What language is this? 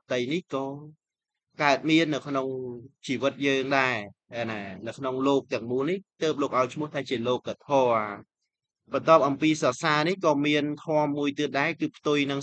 Khmer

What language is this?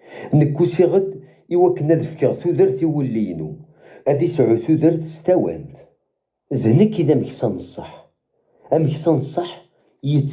Kabyle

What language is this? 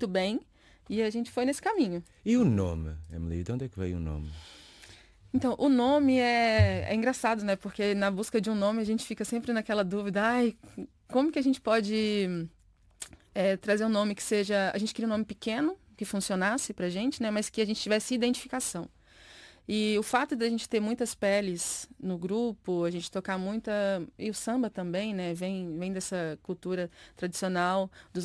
Portuguese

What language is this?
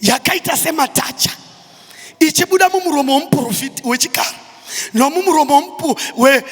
Shona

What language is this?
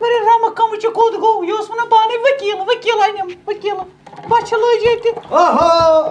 Kashmiri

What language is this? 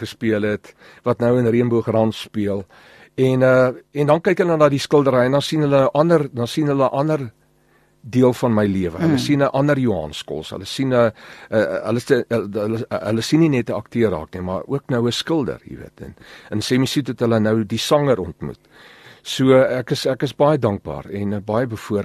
Afrikaans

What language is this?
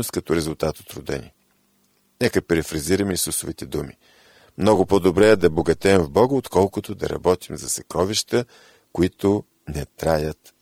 Bulgarian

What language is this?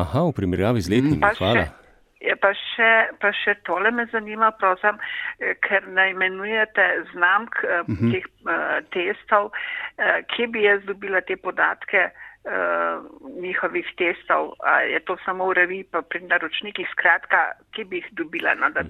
Slovenian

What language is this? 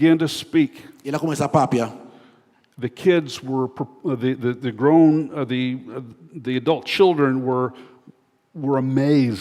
Papiamento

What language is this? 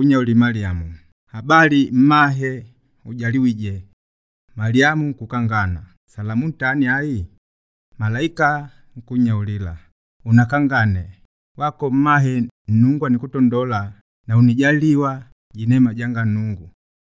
Makonde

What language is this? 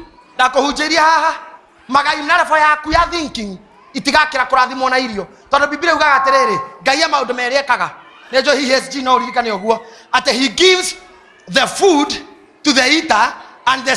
Kikuyu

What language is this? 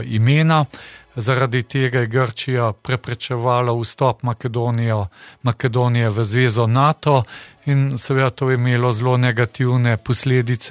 Slovenian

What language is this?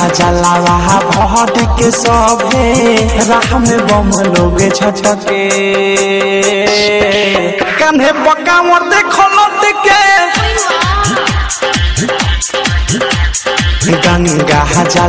Bhojpuri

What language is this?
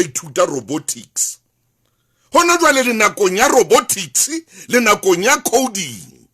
Southern Sotho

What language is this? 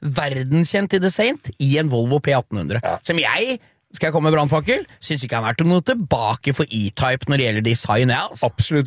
Norwegian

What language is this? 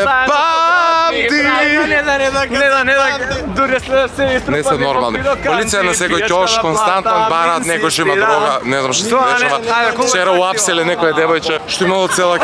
Macedonian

